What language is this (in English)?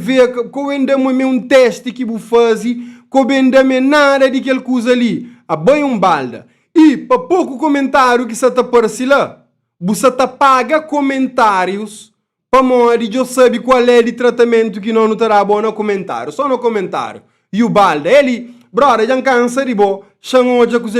Kabuverdianu